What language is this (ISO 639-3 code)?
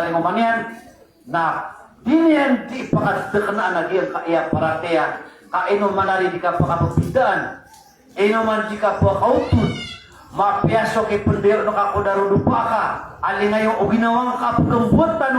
mrw